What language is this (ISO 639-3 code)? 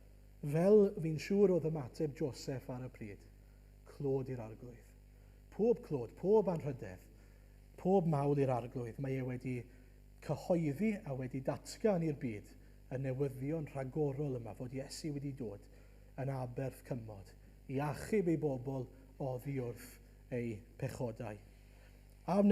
cym